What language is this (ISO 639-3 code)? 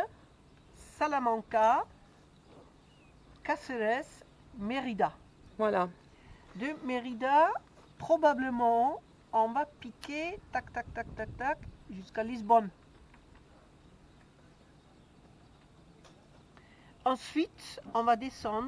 fra